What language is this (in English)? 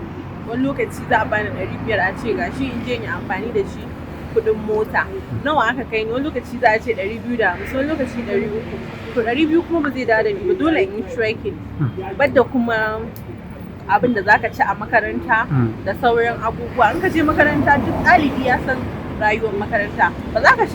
Hausa